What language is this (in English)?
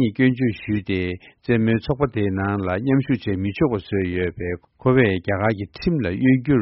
Tibetan